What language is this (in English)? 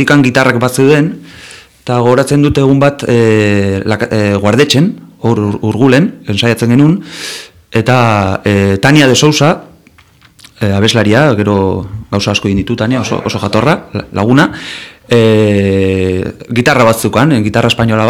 Basque